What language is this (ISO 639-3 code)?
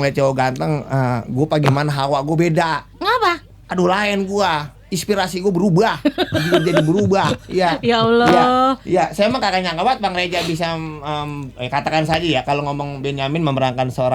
bew